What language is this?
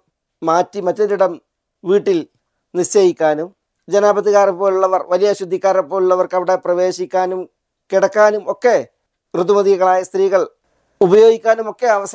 Malayalam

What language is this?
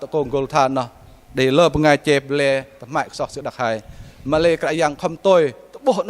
Bahnar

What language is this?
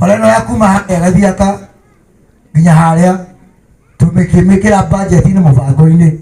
Kikuyu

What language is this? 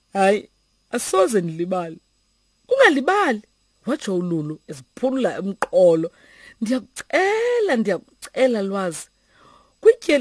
Xhosa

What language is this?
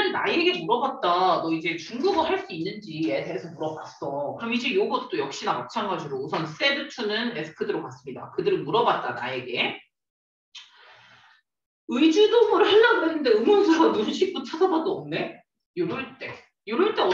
Korean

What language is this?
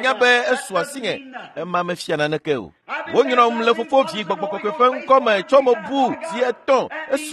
Ewe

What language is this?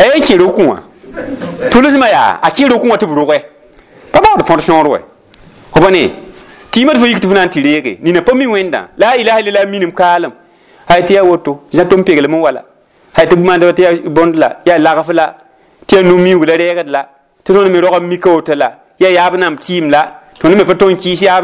Mossi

